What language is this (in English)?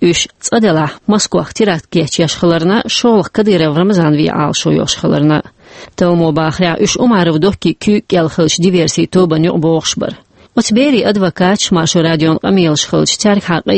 Chechen